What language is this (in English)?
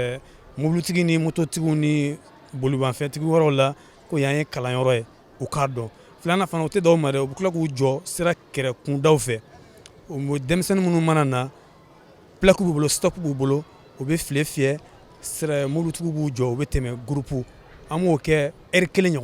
Bambara